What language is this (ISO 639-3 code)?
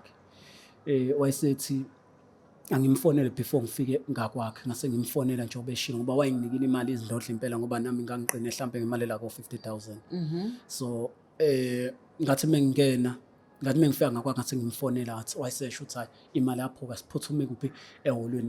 zul